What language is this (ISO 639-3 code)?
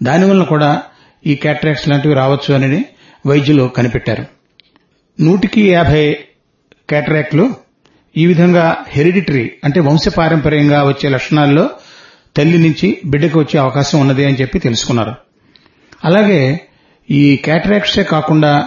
tel